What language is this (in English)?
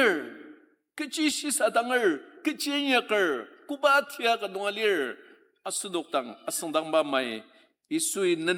Ao Naga